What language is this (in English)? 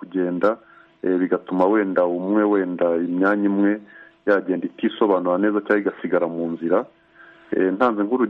Kinyarwanda